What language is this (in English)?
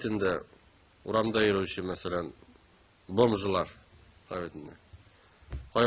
Tatar